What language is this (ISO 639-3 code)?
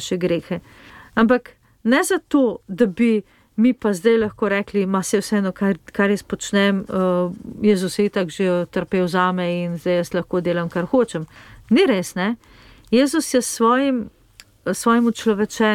slv